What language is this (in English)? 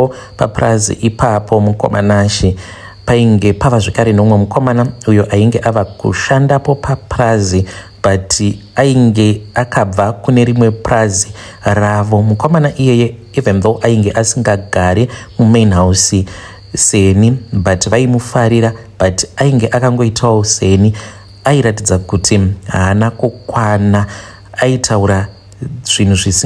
Shona